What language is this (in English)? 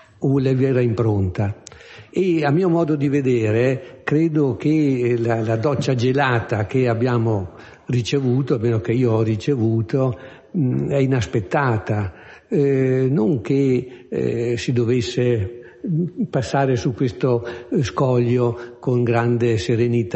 Italian